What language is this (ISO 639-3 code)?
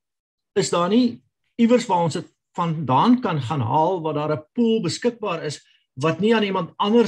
afr